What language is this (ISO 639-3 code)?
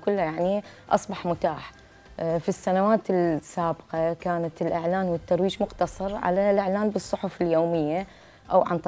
acm